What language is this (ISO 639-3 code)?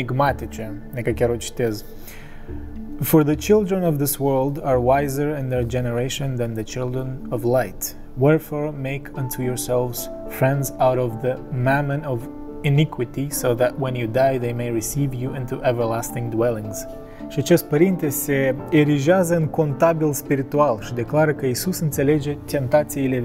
ron